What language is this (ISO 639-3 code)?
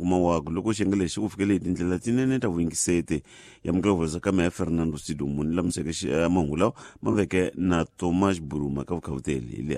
tso